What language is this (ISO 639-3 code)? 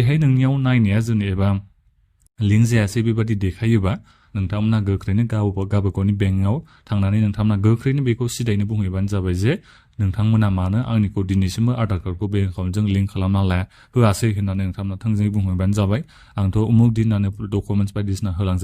brx